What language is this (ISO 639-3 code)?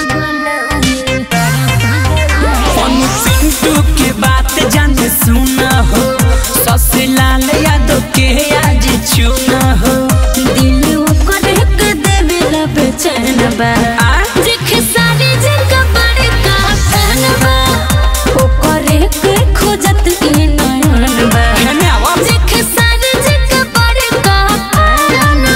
bho